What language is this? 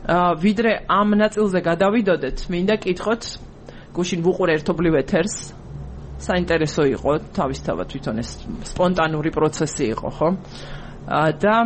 Georgian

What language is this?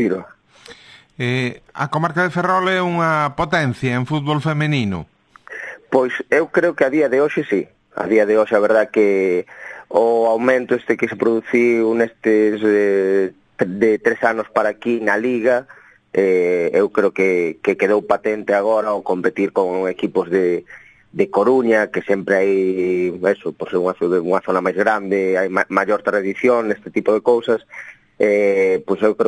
Galician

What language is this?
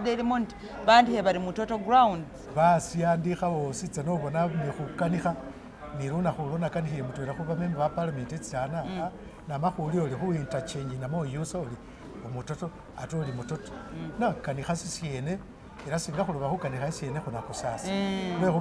Masaaba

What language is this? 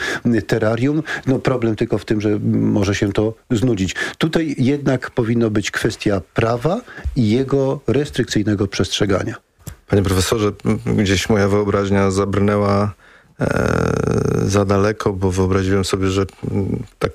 Polish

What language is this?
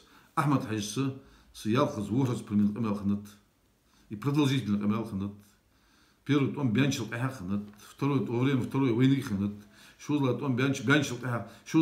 Ingush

